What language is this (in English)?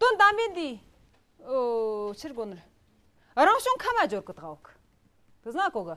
Tibetan